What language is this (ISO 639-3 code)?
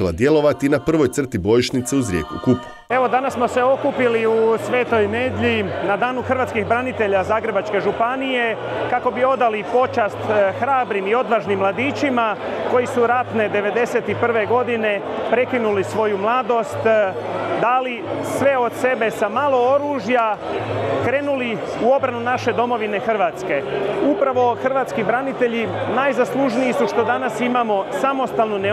hrv